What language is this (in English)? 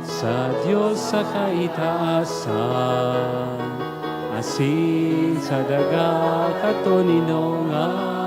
Bikol